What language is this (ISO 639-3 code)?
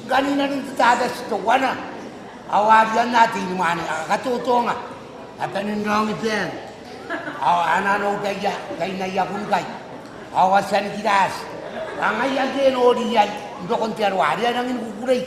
gil